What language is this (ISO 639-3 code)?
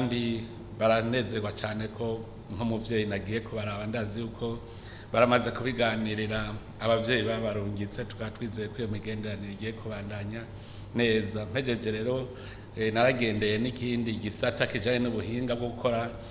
run